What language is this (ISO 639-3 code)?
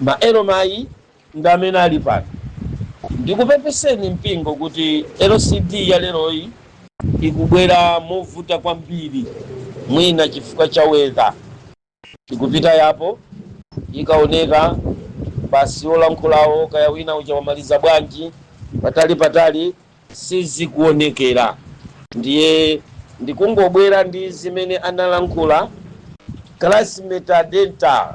nya